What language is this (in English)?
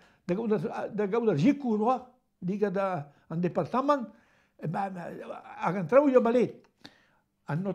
Breton